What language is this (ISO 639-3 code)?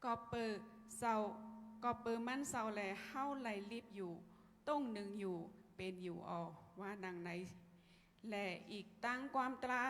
shn